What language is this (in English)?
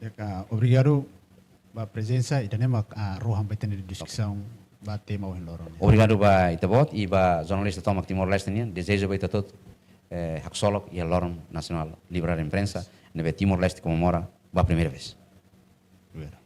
Tetum